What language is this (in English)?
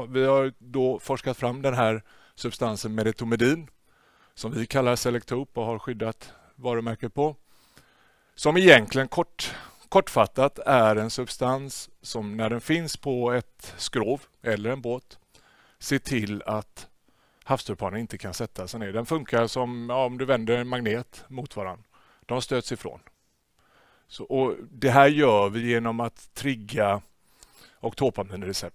Swedish